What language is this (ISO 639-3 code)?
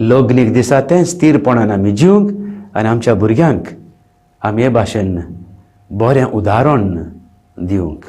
kok